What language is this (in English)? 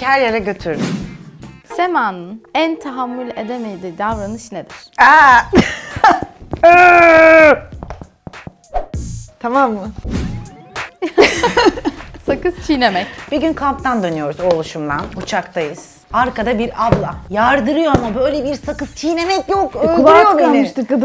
Turkish